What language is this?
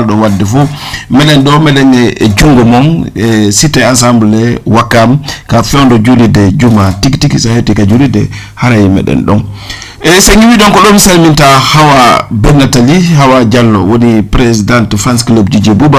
Fula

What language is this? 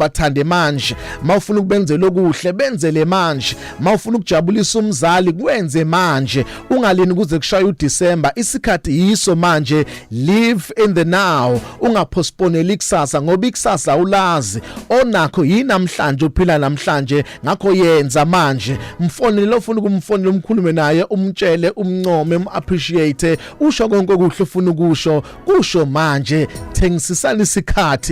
Zulu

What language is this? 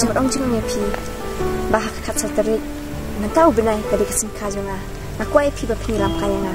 Khasi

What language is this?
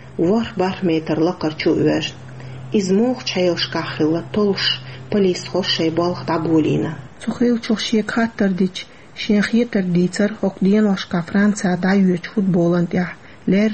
Chechen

